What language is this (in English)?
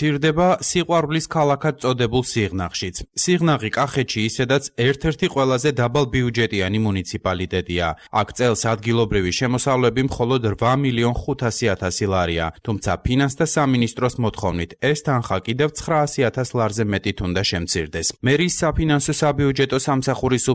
Georgian